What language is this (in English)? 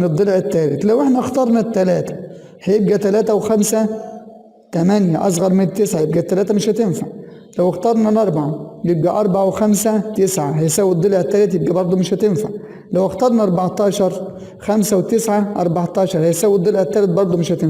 Egyptian Arabic